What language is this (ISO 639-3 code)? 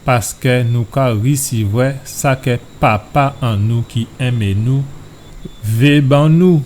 gcf